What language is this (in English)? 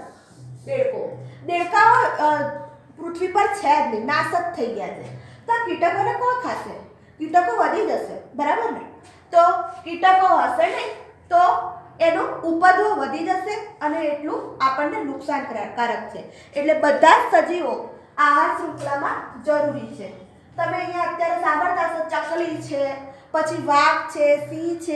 Gujarati